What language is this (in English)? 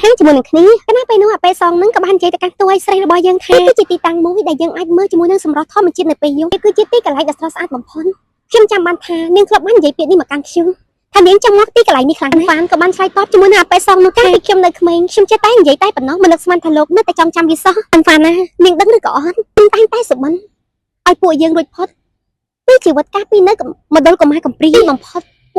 Khmer